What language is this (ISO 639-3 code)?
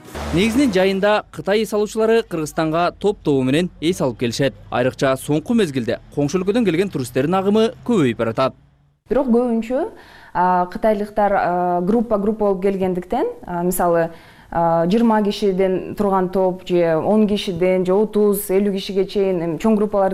kir